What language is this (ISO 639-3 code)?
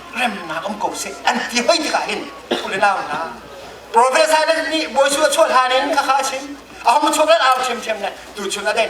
cnh